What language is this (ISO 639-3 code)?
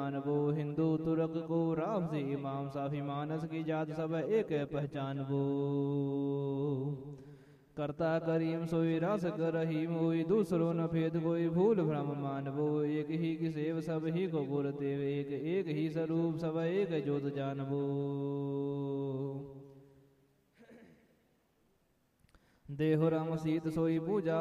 pan